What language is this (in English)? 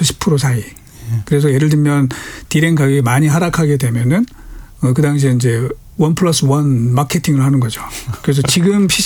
Korean